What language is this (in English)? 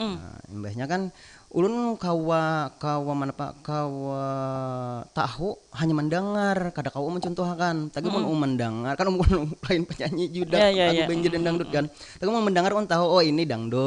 Banjar